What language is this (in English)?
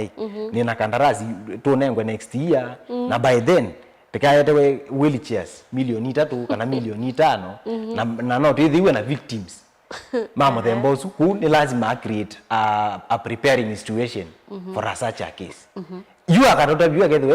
Kamba